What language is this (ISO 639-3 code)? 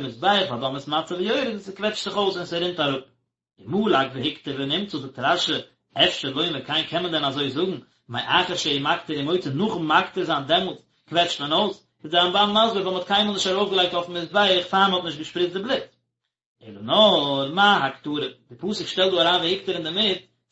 yid